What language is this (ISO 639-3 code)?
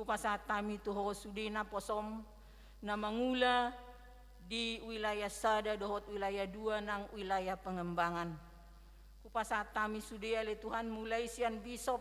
bbc